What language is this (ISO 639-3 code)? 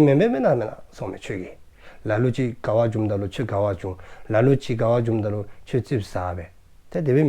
dzo